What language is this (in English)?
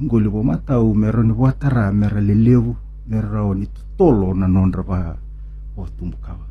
Fijian